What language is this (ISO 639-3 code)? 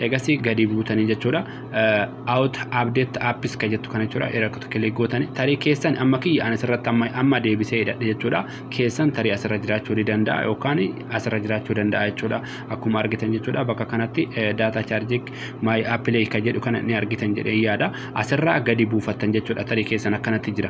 orm